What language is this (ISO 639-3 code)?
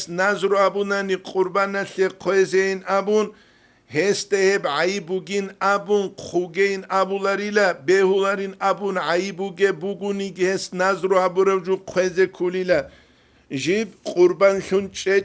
ava